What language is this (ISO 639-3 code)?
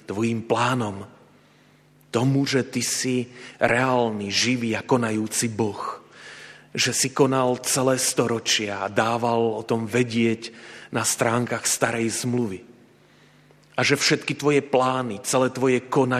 slk